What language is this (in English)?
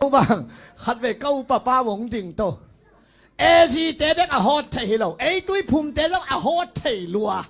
Tedim Chin